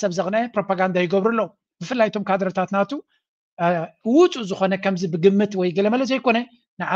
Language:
Tigrinya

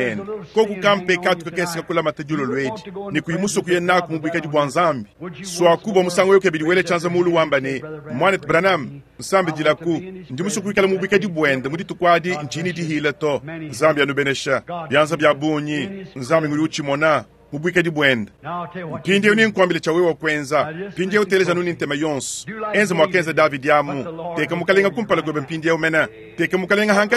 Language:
Luba-Lulua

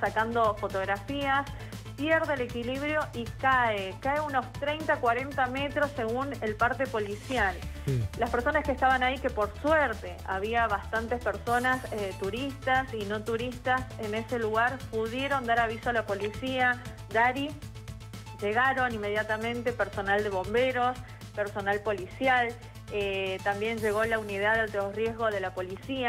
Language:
Spanish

